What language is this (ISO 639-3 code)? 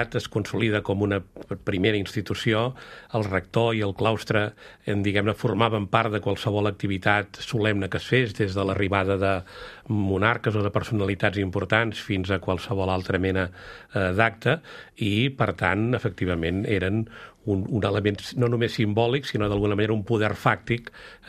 cat